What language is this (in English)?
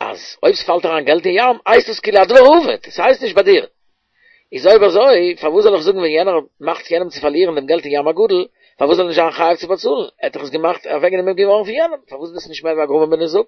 Yiddish